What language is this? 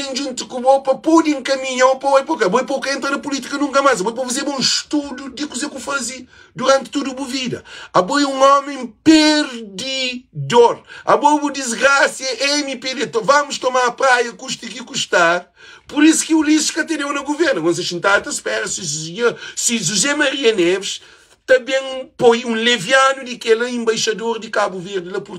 Kabuverdianu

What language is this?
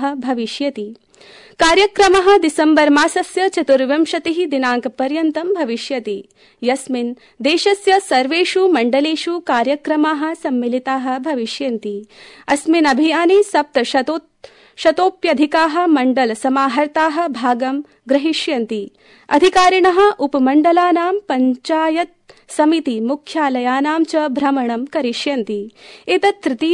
Sanskrit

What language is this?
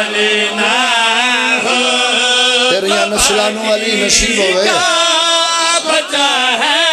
Pahari-Potwari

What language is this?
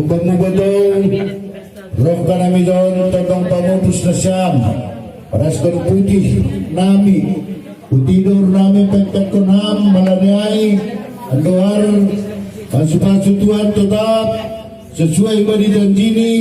Batak Simalungun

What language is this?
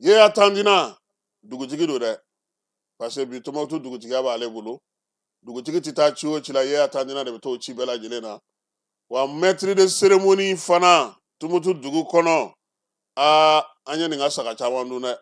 Bambara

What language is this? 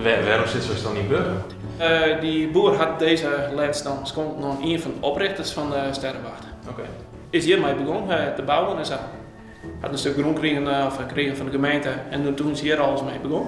Western Frisian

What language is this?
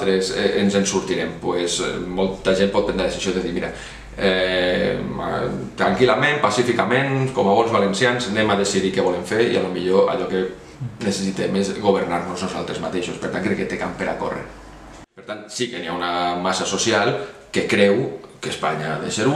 Catalan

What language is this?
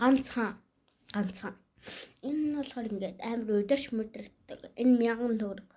Mongolian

